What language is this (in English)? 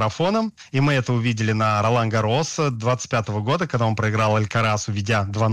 Russian